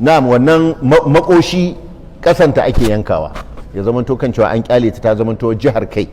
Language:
Hausa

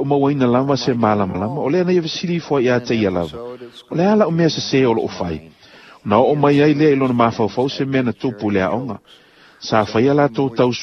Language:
Samoan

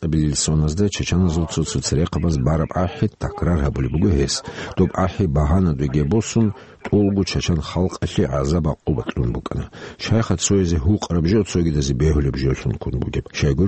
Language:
Avaric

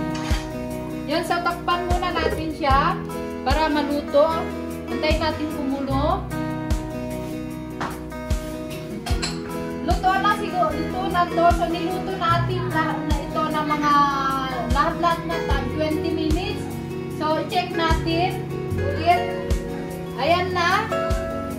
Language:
Filipino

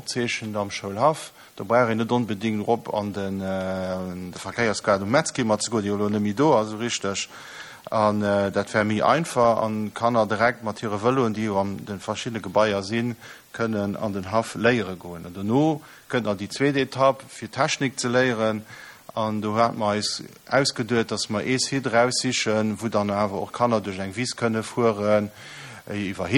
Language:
Luxembourgish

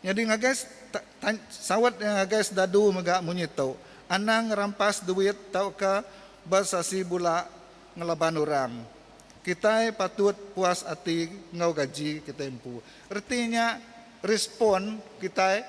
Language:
Iban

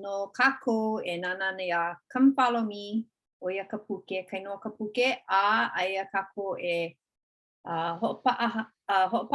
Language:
Hawaiian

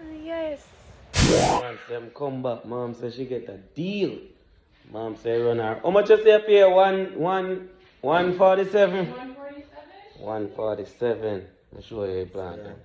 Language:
Jamaican Creole English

